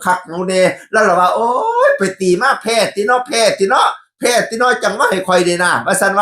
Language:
Northeastern Thai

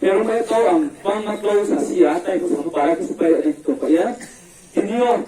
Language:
Riang (India)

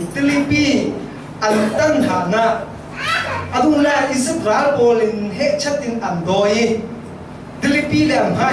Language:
Falam Chin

